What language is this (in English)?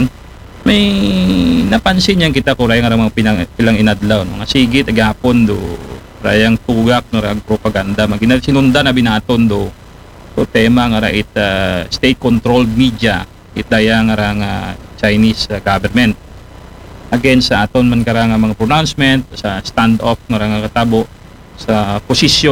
Aklanon